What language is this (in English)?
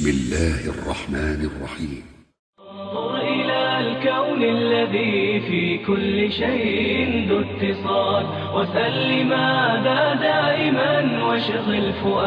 Chechen